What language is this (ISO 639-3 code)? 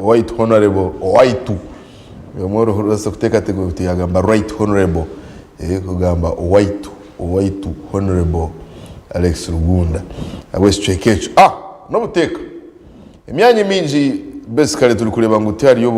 nyn